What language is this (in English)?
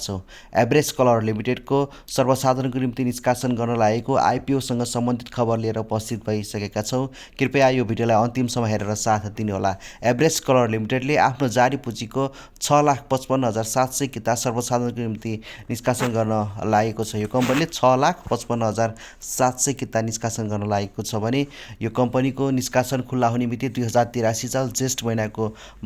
Nepali